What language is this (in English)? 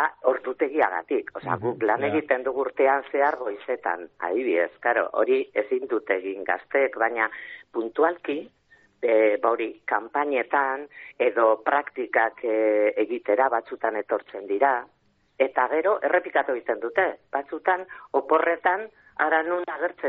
Basque